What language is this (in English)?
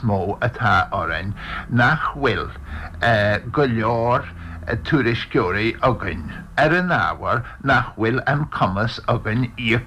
Irish